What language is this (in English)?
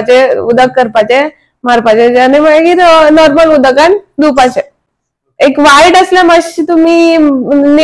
Konkani